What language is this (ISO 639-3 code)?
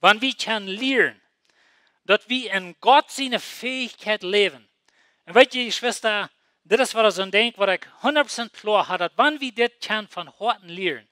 pdt